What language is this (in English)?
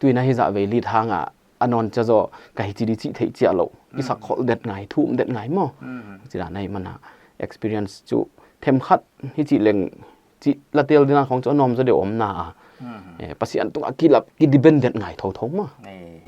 Paite Chin